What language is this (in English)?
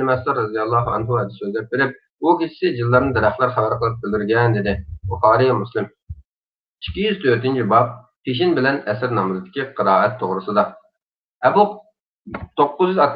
Uyghur